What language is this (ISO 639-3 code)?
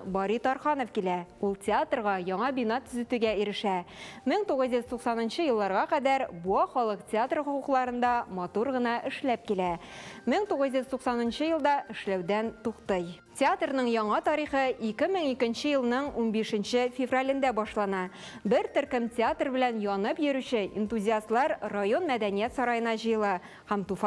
tat